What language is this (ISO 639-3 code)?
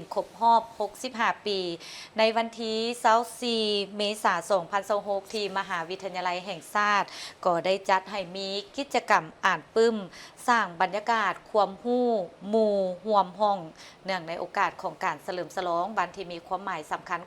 lao